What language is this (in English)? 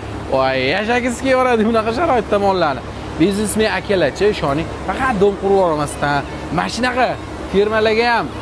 Uzbek